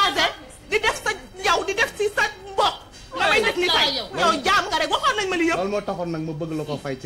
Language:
Wolof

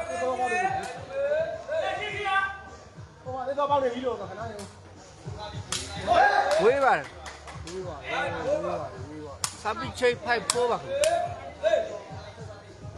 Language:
Burmese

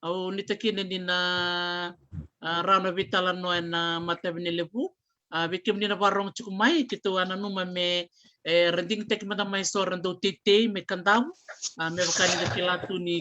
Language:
Fijian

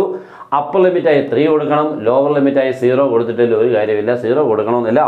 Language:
Malayalam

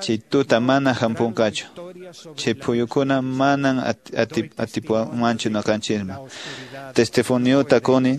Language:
Quechua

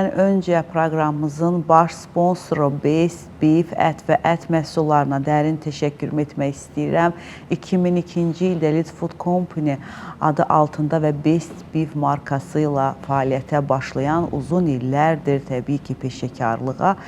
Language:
Azerbaijani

